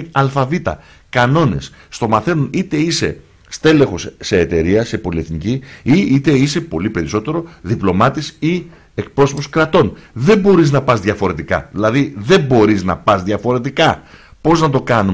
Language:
Greek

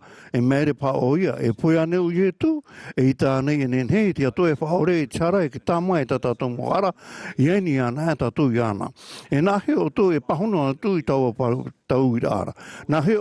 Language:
Tahitian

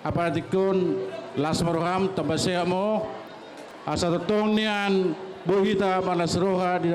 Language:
Batak Toba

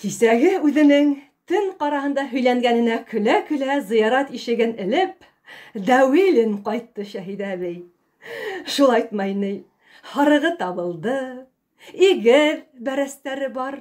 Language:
Bashkir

